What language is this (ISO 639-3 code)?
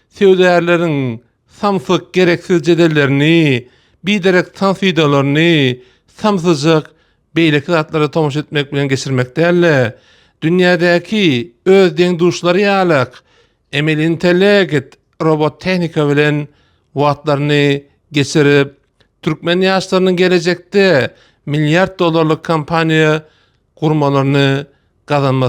tuk